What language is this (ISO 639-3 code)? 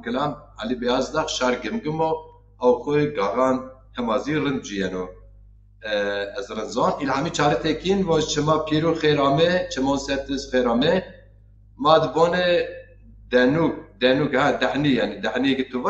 zza